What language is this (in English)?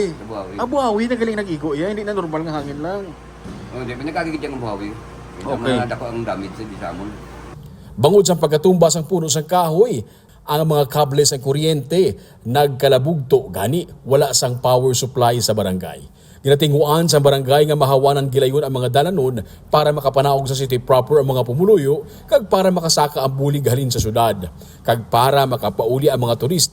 Hiligaynon